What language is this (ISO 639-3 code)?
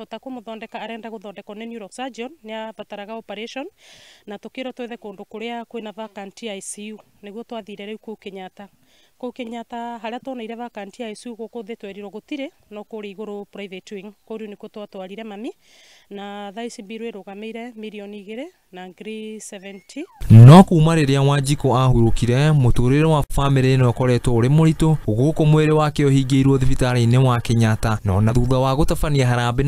kik